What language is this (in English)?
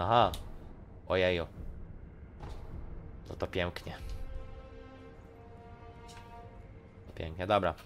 Polish